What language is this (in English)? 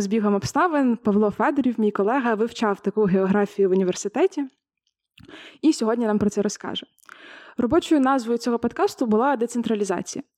Ukrainian